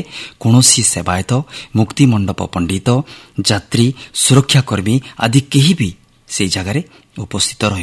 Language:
Odia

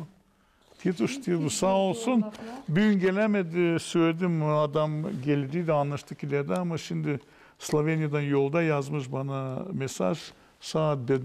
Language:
Gagauz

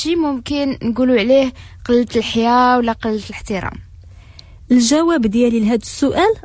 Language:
Moroccan Arabic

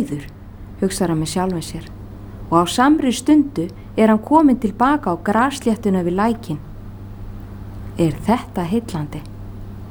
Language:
Icelandic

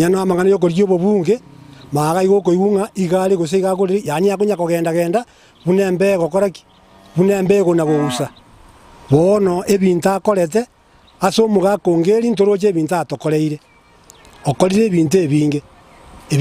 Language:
Gusii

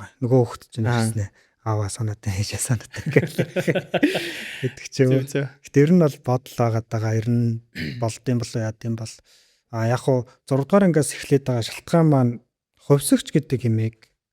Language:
Mongolian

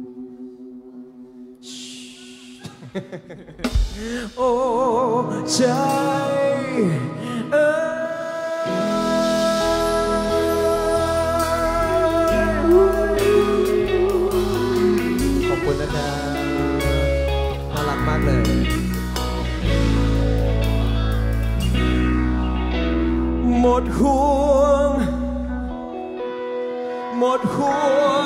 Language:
Thai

